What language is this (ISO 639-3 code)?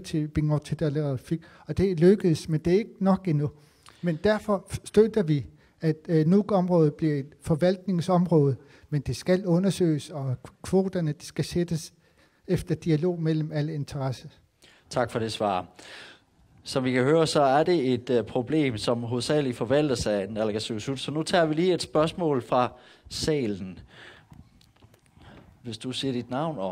dan